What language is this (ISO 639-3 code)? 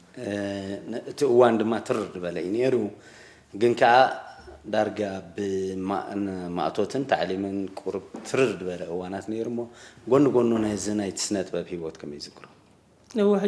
tir